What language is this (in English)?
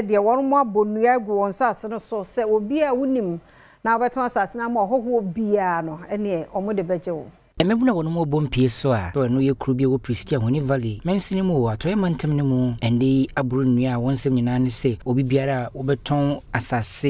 Akan